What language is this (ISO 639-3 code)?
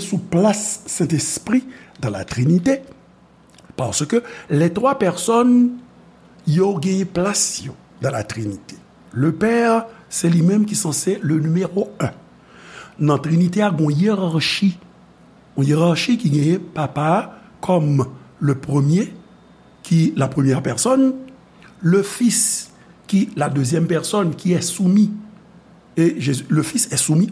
hat